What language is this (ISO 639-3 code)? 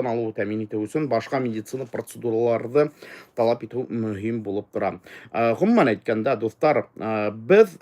bak